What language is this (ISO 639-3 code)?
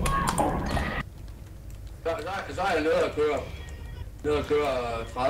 dan